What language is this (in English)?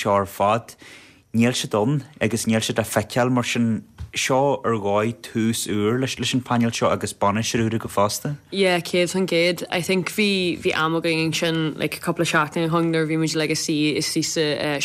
Irish